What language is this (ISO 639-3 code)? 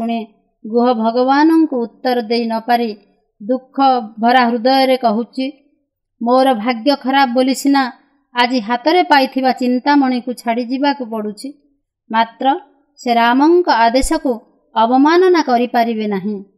ori